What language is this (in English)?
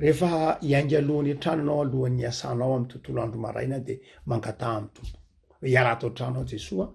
Malagasy